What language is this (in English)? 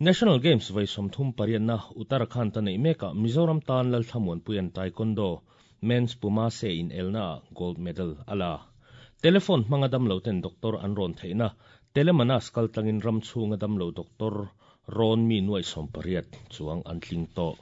Mizo